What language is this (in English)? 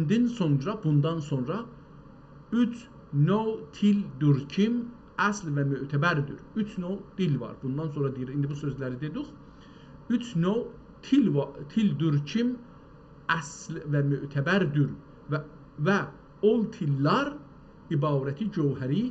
South Azerbaijani